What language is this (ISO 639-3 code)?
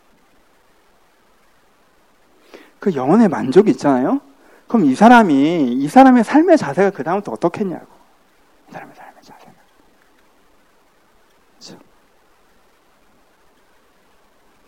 kor